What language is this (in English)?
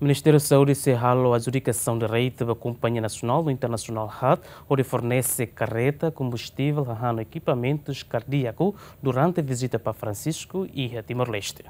Tetum